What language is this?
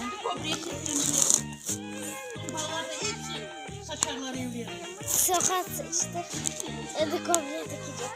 Crimean Tatar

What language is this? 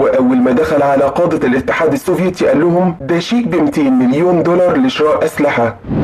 Egyptian Arabic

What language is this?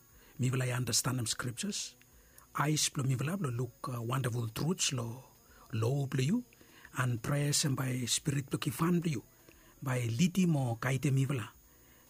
Bislama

